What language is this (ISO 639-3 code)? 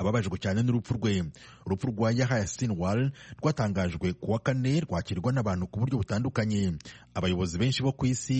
kin